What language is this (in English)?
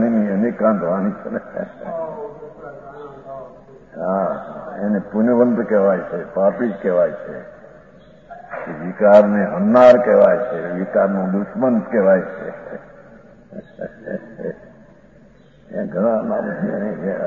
Gujarati